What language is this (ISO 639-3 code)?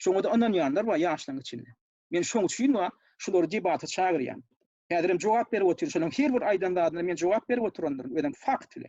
tuk